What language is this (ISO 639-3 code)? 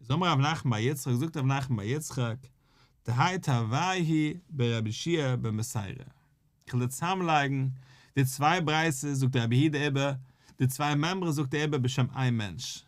yid